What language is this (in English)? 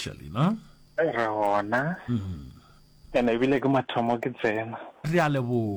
Northern Sotho